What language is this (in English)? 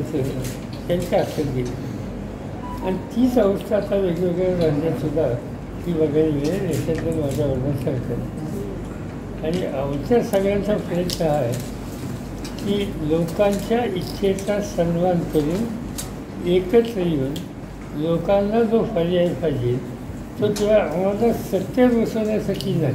Marathi